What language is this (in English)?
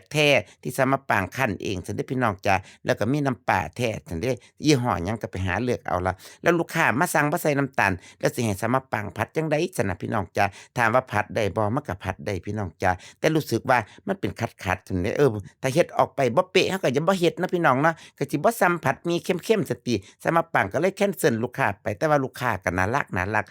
Northeastern Thai